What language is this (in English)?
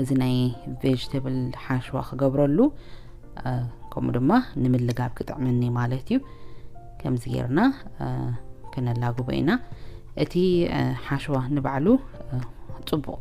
Tigrinya